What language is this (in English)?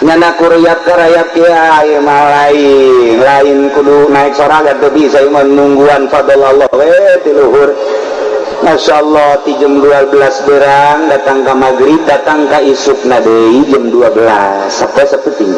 Sundanese